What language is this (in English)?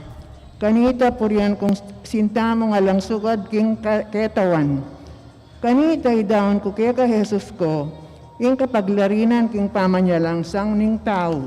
Pampanga